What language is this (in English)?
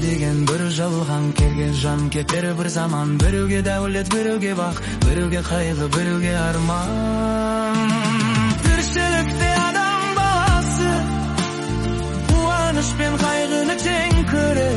Kazakh